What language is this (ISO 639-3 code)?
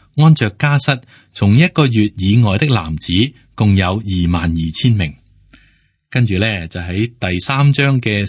yue